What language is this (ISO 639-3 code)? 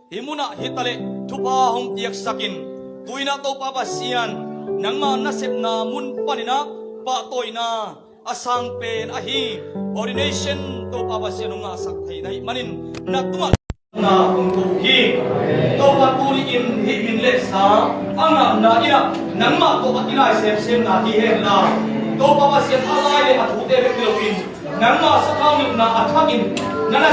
ctd